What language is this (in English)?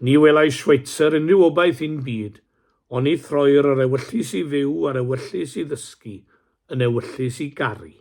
Welsh